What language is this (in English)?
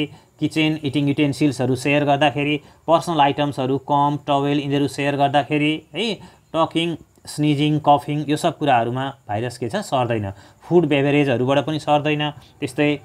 Nepali